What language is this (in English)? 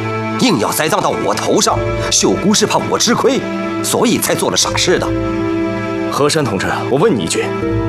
Chinese